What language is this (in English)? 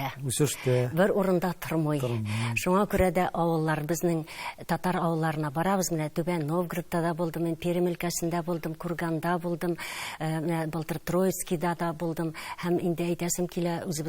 Tatar